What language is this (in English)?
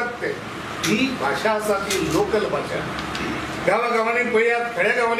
Konkani